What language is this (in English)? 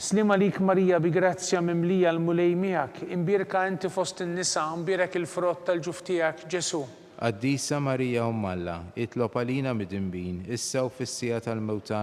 Maltese